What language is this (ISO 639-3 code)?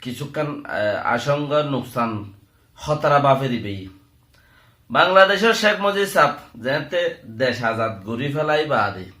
rhg